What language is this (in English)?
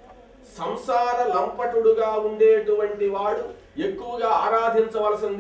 Telugu